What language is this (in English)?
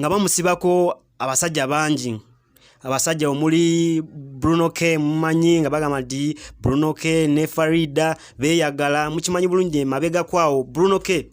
Ganda